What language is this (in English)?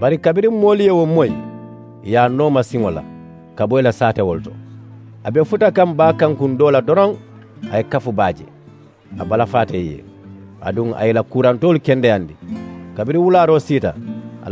Mandingo